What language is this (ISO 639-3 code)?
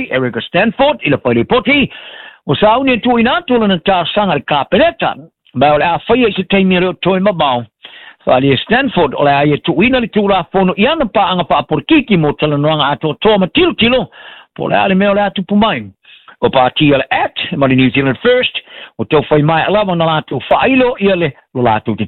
smo